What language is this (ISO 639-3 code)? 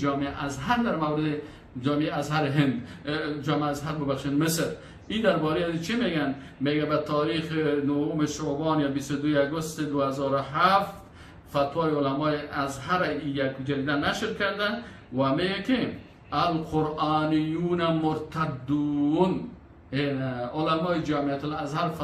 fas